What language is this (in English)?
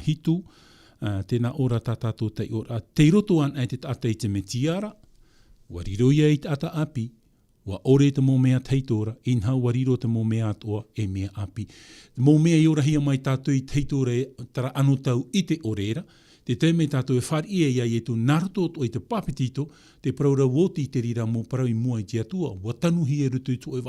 Tahitian